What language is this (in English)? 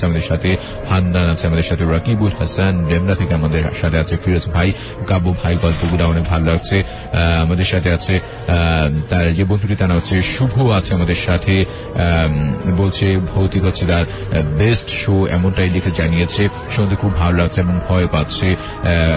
Bangla